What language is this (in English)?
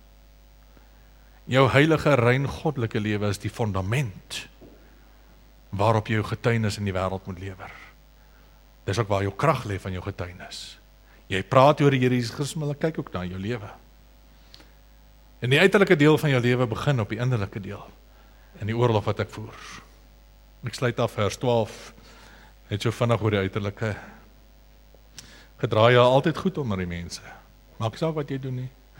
Afrikaans